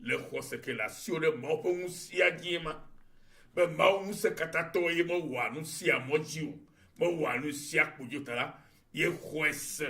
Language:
Ewe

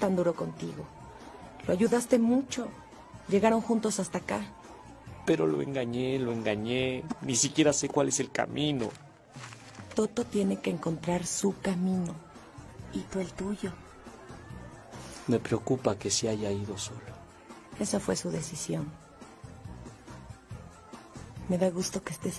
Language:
Spanish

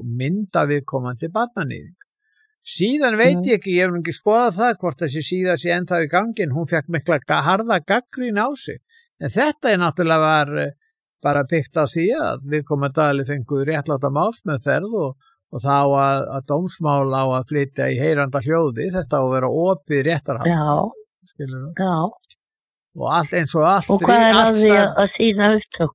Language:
Icelandic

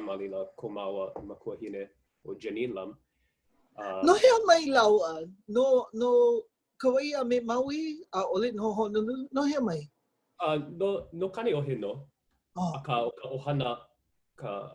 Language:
Hawaiian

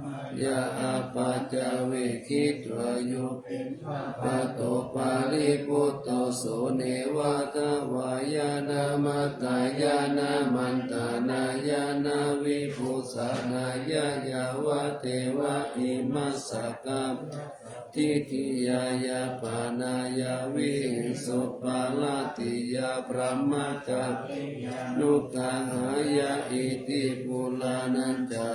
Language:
Pali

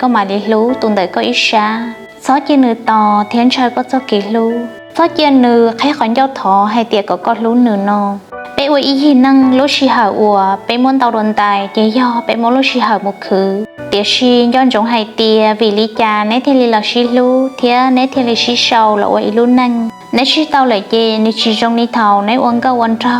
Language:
Hmong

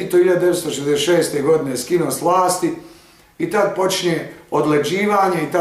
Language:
Bosnian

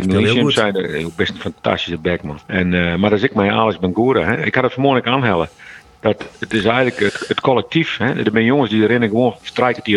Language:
Western Frisian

